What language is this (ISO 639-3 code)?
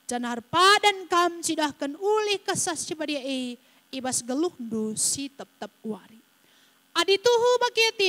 btx